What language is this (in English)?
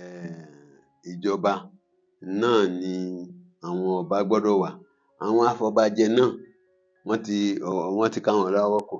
Yoruba